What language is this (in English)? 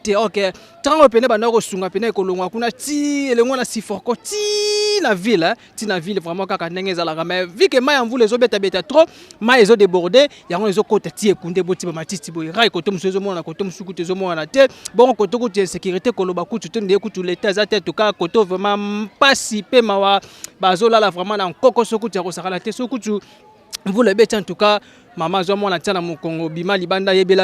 Lingala